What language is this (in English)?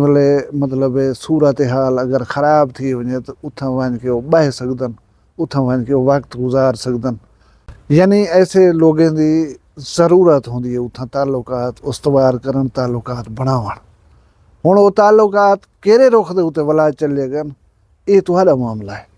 Saraiki